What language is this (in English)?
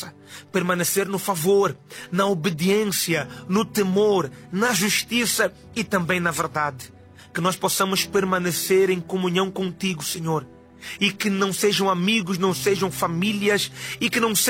Portuguese